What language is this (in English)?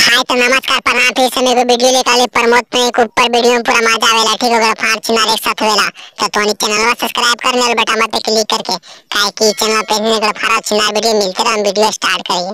Magahi